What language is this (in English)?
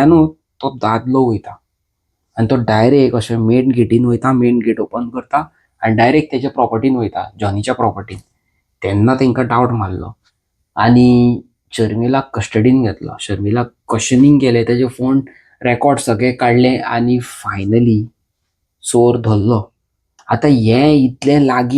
Konkani